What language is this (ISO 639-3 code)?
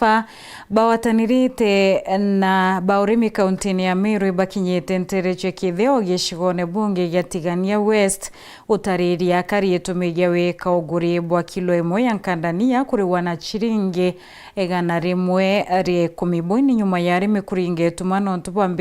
mer